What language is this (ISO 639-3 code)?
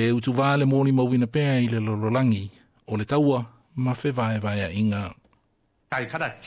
smo